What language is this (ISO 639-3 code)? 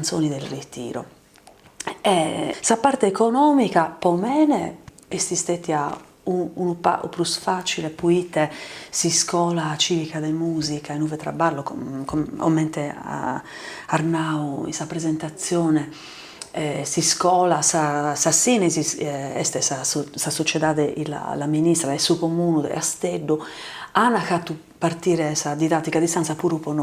srd